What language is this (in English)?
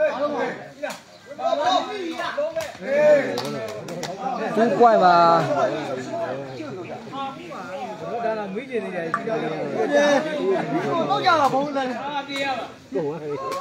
Burmese